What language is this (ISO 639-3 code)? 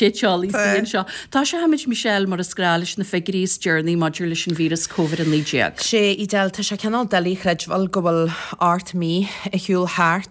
gle